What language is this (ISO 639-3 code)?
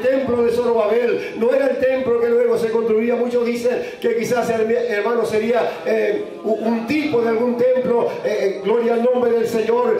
spa